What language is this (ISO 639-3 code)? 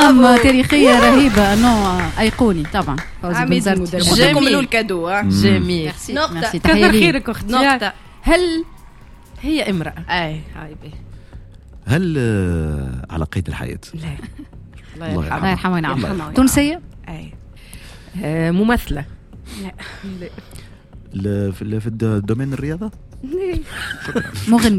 aeb